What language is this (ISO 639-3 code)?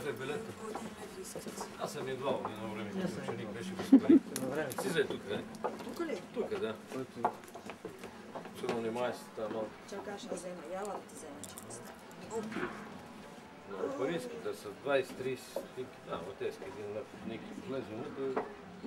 bul